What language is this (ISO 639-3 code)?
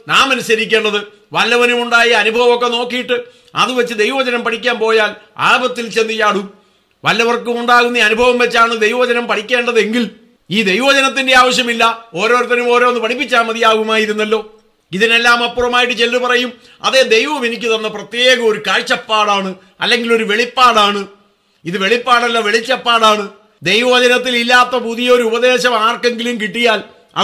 mal